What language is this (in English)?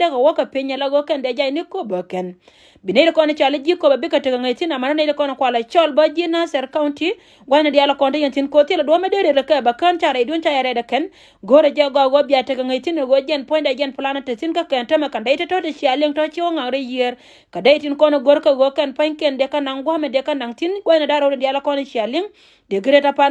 Nuer